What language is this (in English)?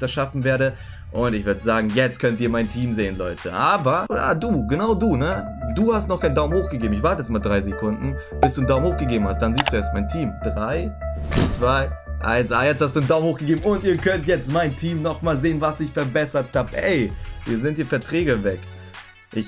German